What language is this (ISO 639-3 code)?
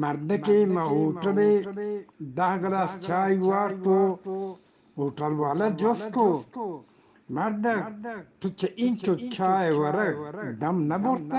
bgp